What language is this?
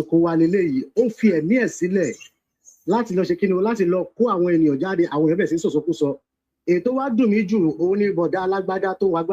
Yoruba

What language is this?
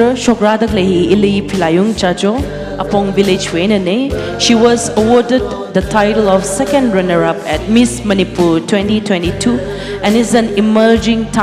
Tangkhul Naga (India)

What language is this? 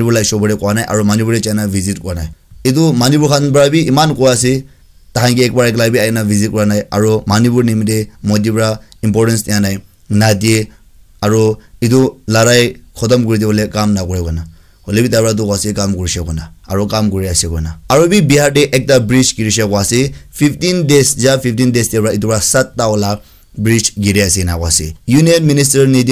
Naga Pidgin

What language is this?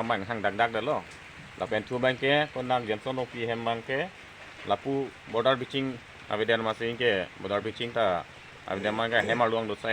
Karbi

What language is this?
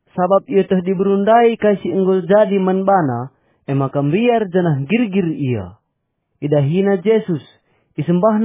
Batak Karo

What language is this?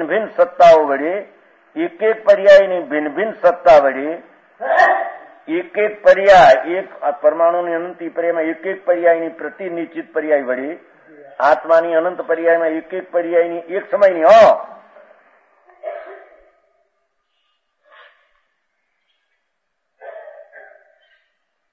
Gujarati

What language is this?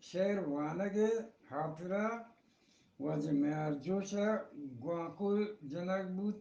Eastern Balochi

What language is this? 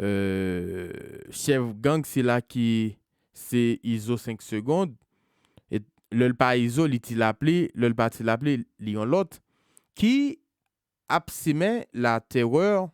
Haitian Creole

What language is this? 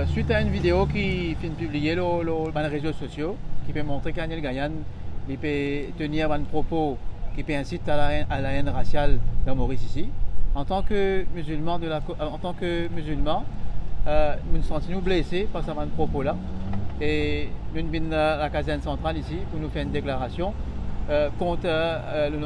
Morisyen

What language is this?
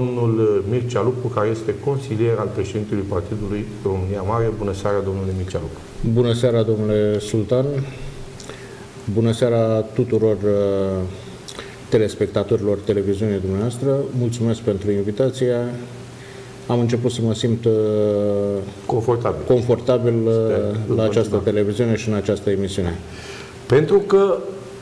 Romanian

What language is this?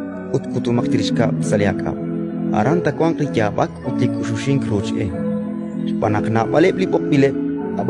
Kekchí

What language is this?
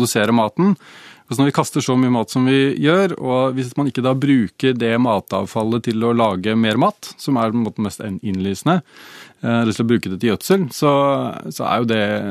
Norwegian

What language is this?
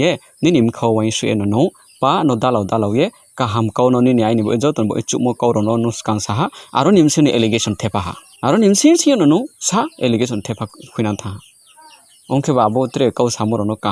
Riang (India)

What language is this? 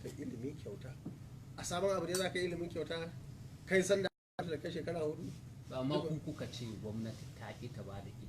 Hausa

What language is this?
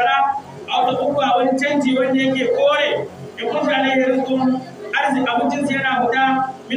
Hausa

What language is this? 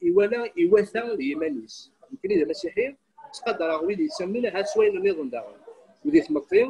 Kabyle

